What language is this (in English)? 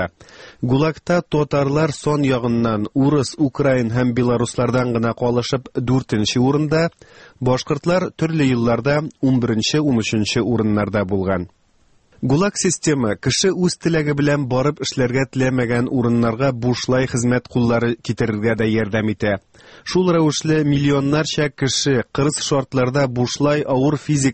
Tatar